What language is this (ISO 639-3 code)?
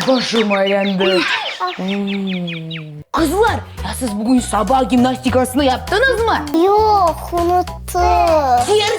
crh